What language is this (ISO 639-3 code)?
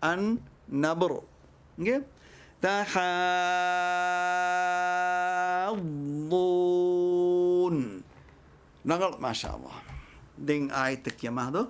div